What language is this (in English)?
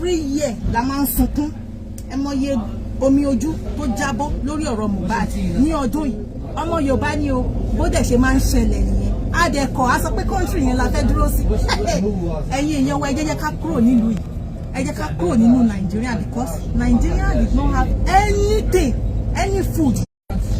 Yoruba